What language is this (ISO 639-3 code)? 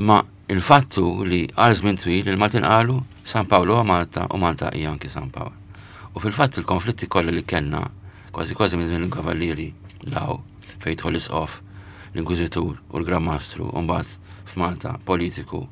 mlt